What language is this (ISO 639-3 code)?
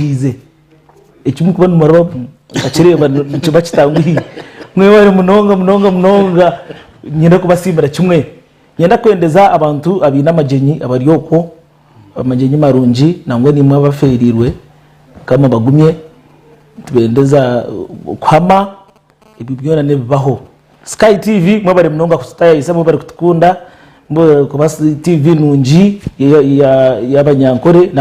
nyn